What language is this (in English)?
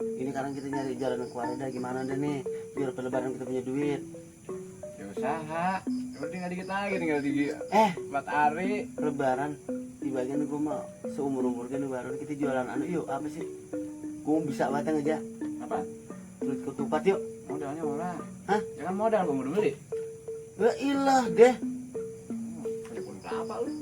Betawi